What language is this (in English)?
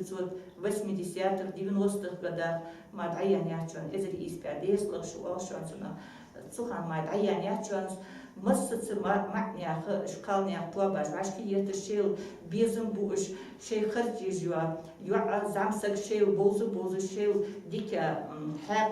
Ingush